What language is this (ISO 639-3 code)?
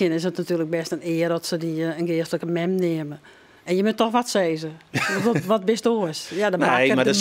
fry